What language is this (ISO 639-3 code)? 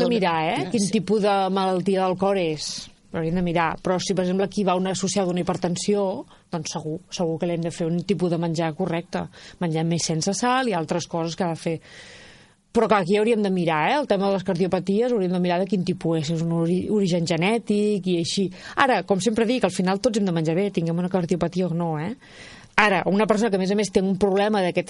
cat